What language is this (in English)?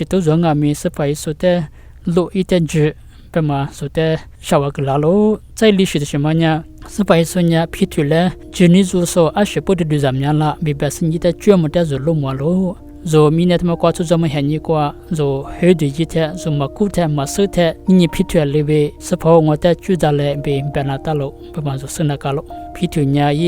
Lisu